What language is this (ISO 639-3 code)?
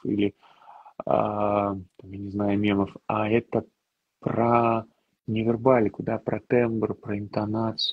rus